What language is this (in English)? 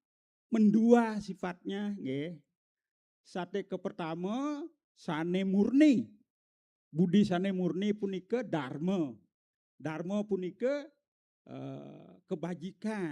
Balinese